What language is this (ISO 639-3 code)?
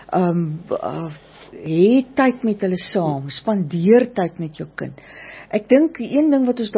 afr